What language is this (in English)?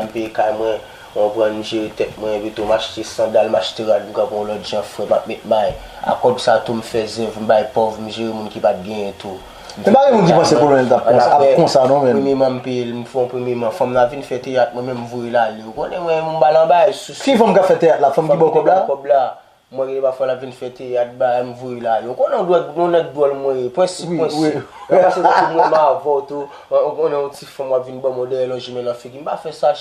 Haitian Creole